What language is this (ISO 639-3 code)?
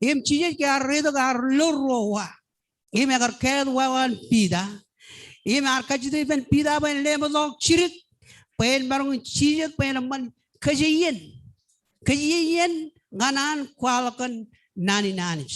mah